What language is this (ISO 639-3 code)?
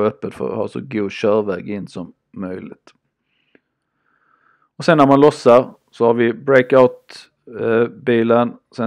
swe